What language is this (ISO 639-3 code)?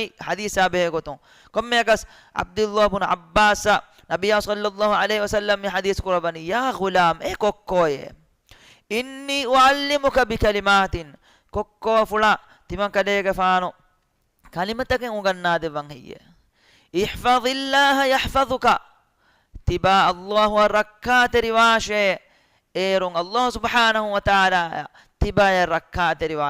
div